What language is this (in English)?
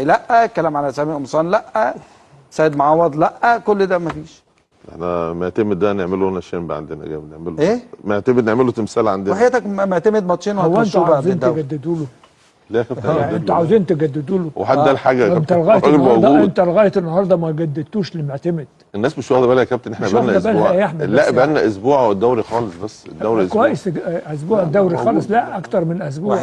Egyptian Arabic